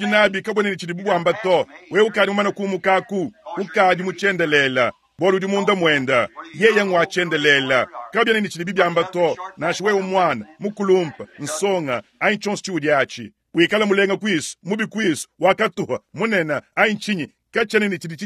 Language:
Luba-Lulua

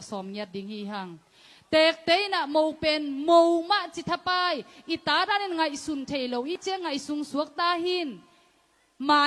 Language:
Tedim Chin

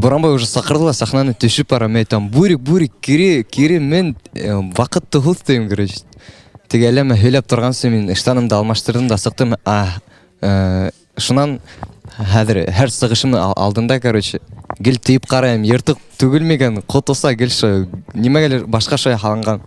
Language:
Bashkir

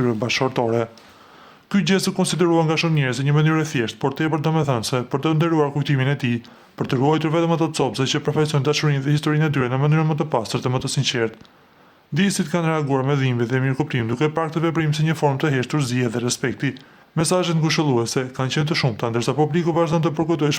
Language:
Albanian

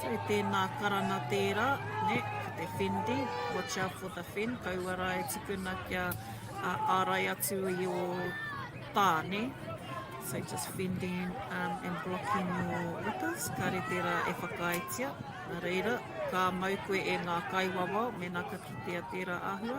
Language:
Māori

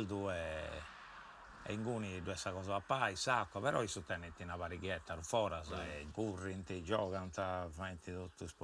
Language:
Sardinian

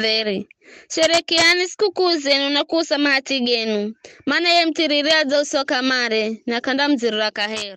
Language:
Giryama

